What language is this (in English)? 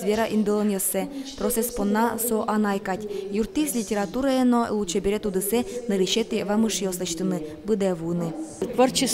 Udmurt